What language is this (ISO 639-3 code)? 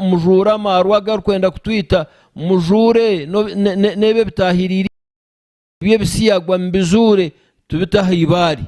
nyn